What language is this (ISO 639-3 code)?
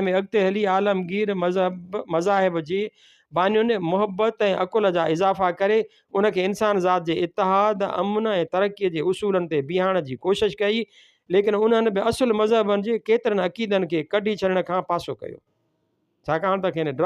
snd